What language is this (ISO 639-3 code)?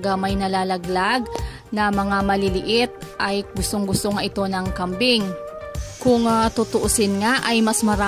fil